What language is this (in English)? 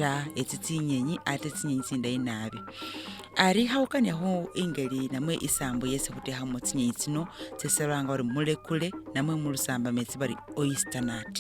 Masaaba